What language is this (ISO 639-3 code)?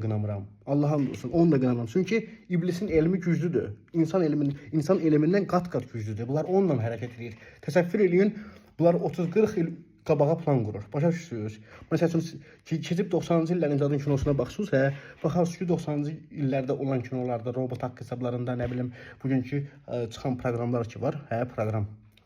aze